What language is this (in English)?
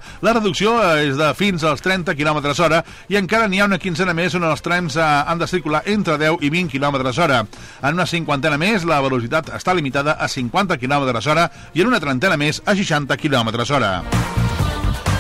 Catalan